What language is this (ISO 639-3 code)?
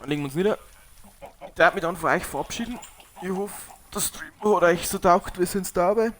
bar